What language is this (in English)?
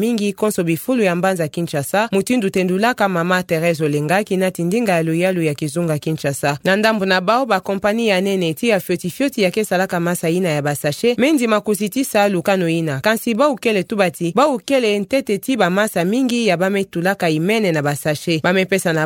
Kituba (Democratic Republic of Congo)